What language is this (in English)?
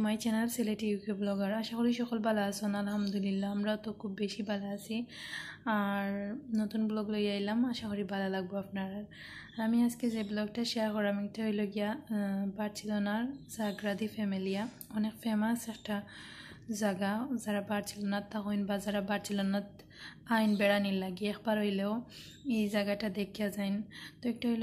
Sylheti